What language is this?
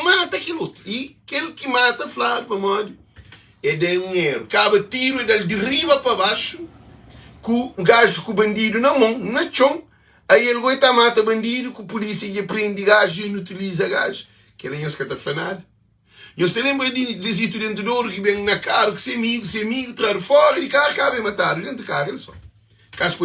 Kabuverdianu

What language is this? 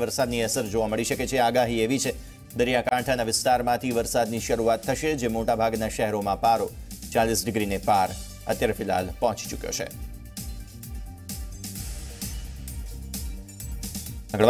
Gujarati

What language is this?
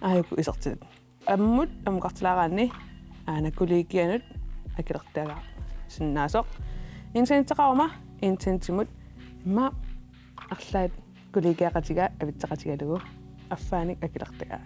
Kalaallisut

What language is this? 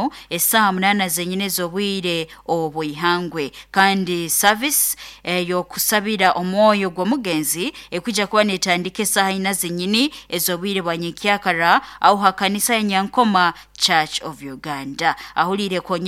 Nyoro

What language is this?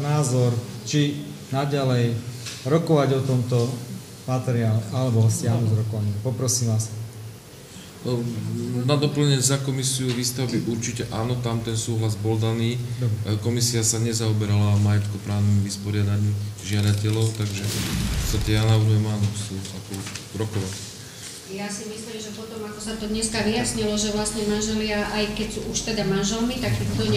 Slovak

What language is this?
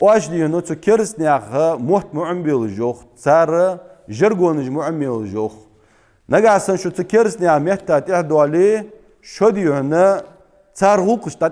Ingush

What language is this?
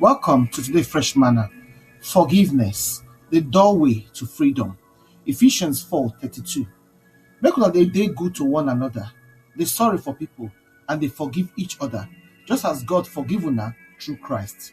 Nigerian Pidgin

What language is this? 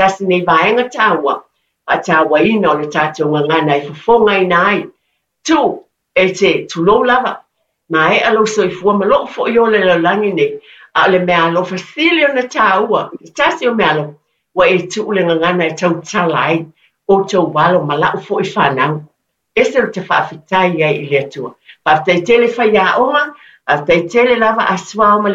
Samoan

